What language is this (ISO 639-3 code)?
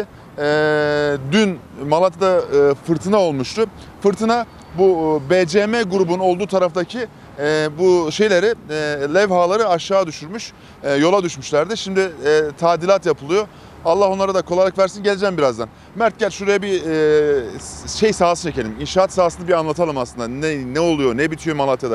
tur